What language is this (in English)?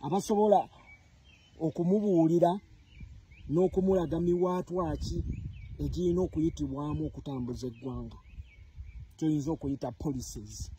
Ganda